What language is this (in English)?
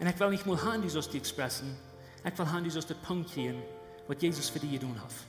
Plautdietsch